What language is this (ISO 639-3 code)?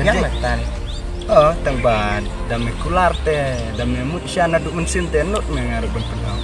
kha